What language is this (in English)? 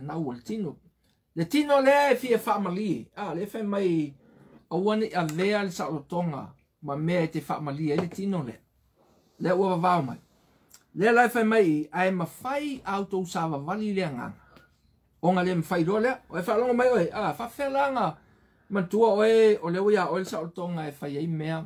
Samoan